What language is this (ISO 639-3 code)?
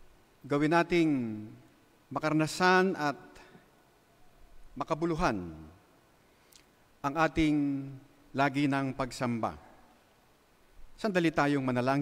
fil